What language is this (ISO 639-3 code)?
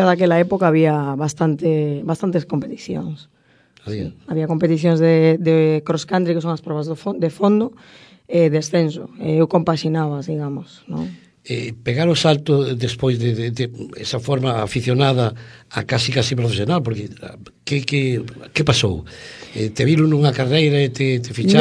glg